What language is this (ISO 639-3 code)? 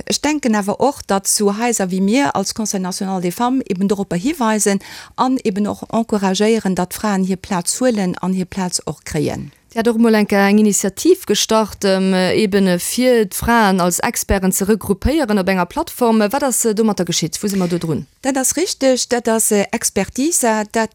ltz